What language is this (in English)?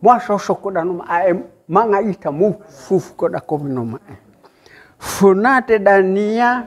Nias